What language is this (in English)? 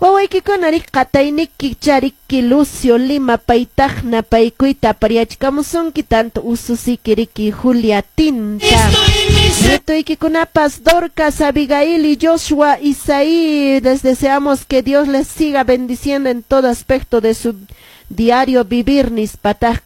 Quechua